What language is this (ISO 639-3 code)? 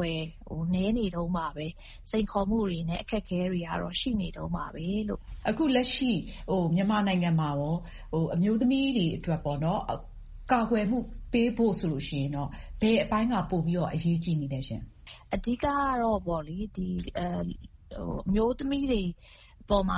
mya